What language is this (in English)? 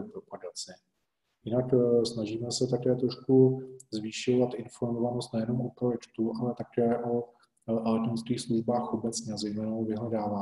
Czech